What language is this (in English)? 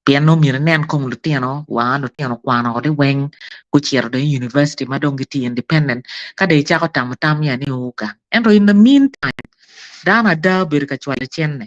Acoli